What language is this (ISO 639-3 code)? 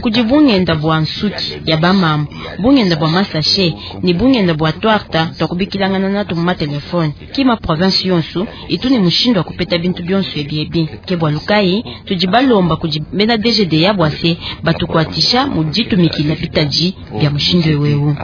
lua